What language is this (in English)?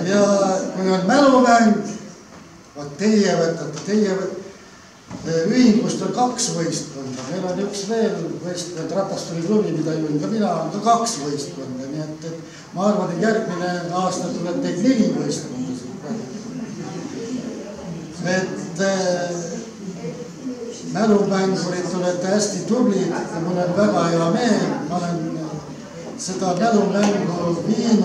Estonian